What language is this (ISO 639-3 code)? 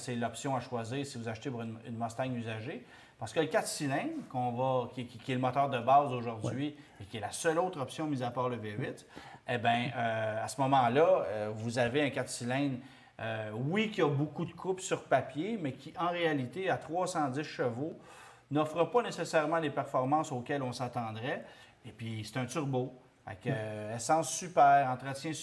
fra